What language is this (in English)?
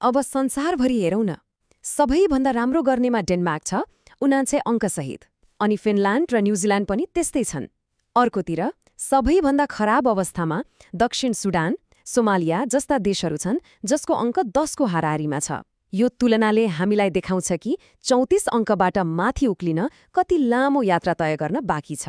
Nepali